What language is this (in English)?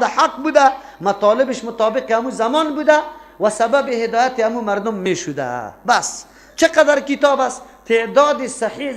Persian